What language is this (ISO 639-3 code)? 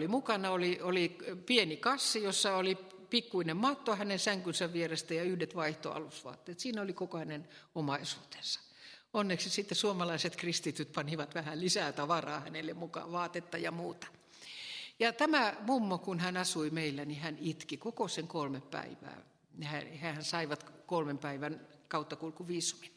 fin